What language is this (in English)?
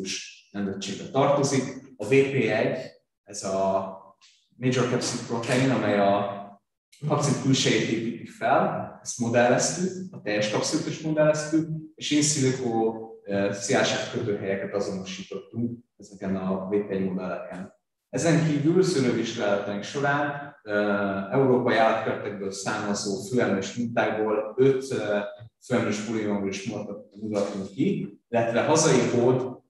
Hungarian